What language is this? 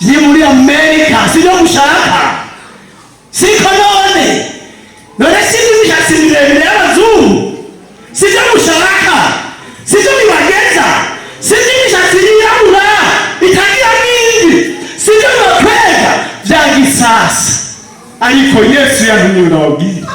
Rundi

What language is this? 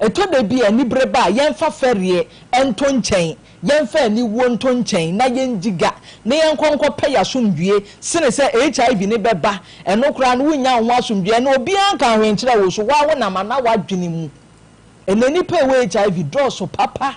Akan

